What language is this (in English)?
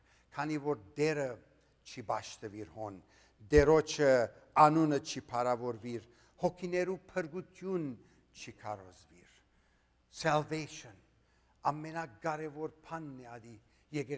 Western Armenian